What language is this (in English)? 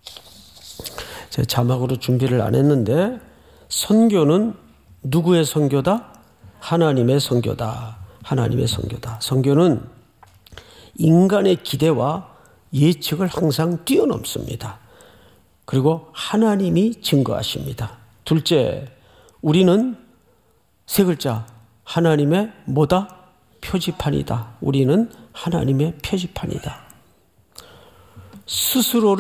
Korean